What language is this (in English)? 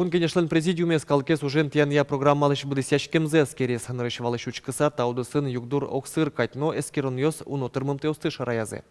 Udmurt